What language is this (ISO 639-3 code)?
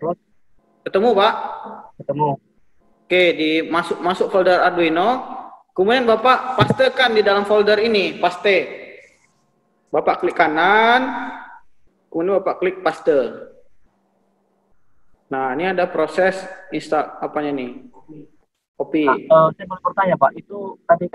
ind